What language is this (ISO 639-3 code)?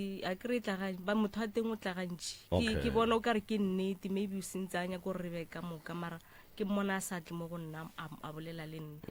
nso